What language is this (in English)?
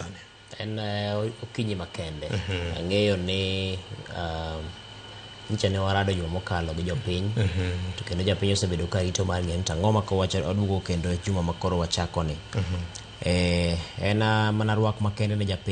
Luo (Kenya and Tanzania)